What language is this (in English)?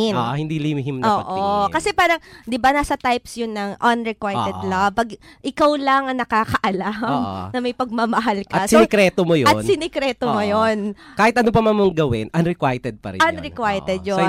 Filipino